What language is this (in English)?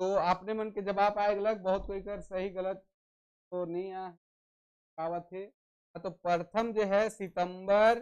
Sadri